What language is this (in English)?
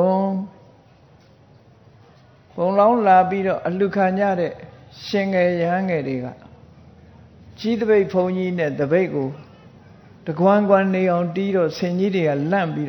Burmese